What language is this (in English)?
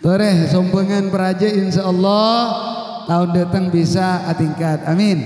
Madurese